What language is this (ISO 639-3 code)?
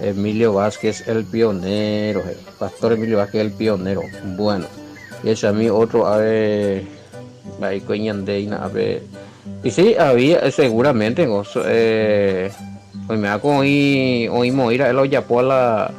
grn